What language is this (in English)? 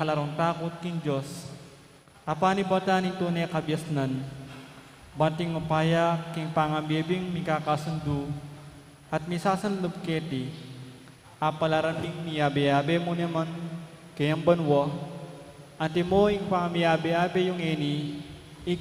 Pampanga